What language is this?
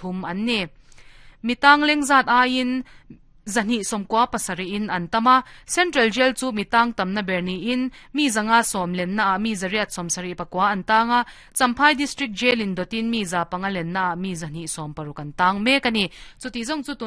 Mizo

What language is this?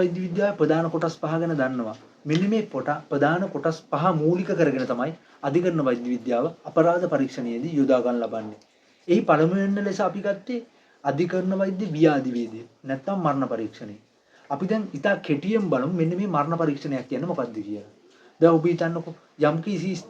Sinhala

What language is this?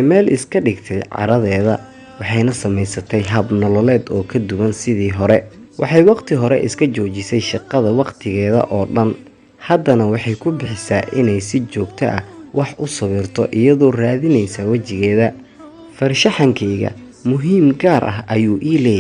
Somali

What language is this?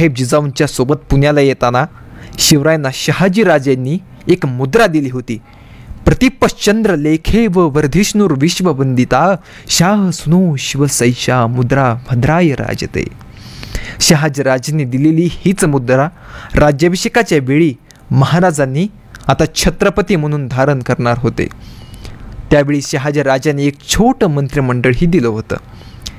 Marathi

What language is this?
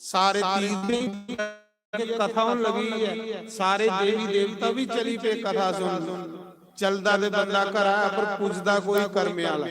Dogri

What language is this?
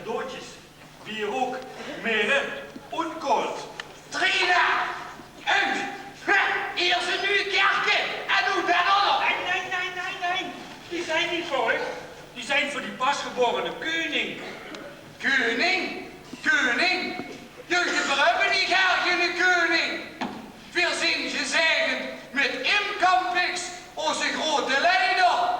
Limburgish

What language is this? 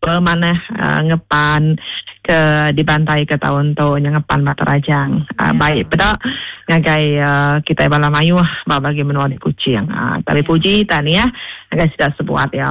Iban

